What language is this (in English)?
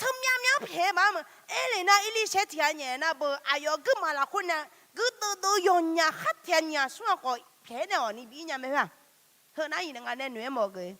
Akha